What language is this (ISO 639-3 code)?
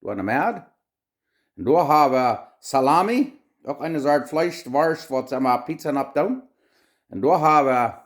pdt